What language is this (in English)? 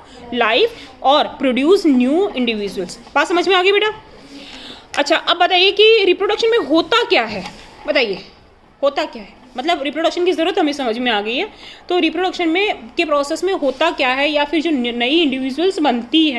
Hindi